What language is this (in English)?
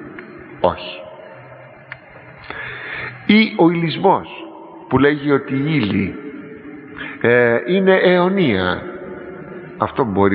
Greek